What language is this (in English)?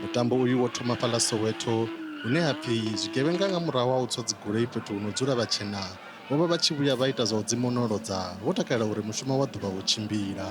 Venda